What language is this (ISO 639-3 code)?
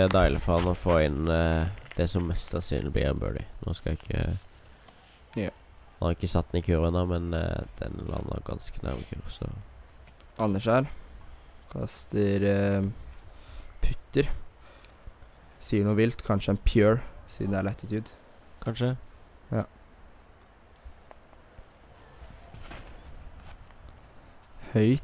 nor